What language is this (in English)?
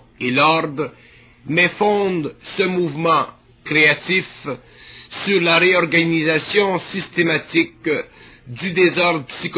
French